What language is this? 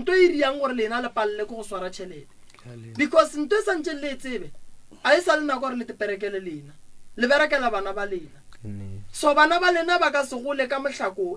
Northern Sotho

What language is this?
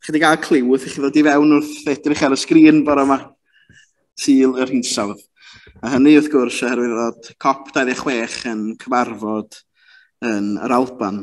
Welsh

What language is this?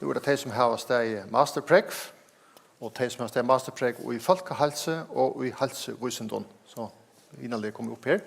Faroese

